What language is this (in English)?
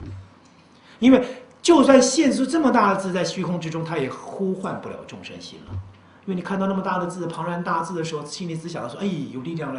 Chinese